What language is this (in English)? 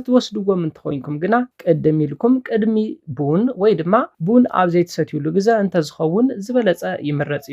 Tigrinya